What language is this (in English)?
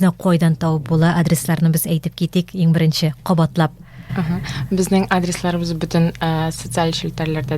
Tatar